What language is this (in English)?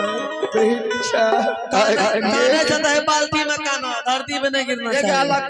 Maithili